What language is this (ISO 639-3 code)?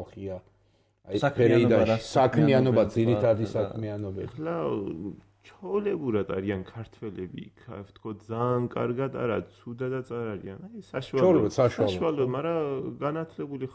kat